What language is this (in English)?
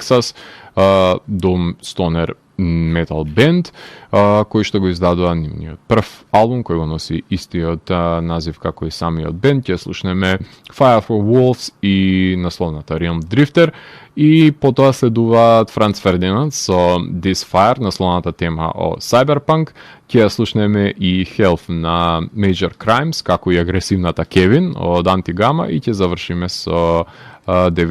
Macedonian